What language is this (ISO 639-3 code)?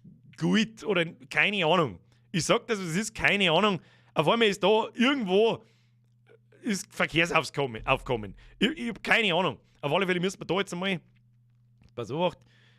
bar